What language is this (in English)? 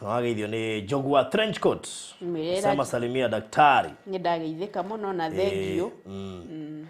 Kikuyu